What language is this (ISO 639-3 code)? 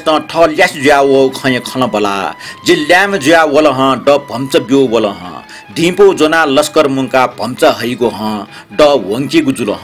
new